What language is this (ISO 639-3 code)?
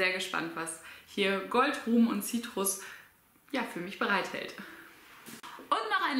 deu